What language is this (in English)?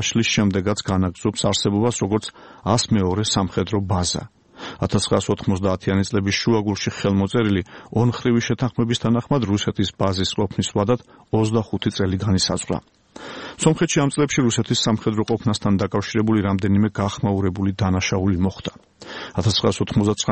Georgian